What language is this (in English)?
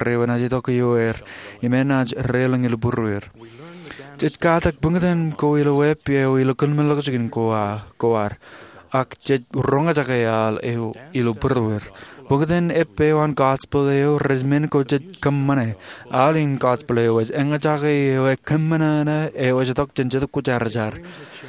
Marshallese